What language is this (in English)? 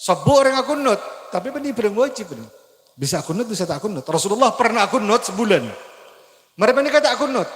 Madurese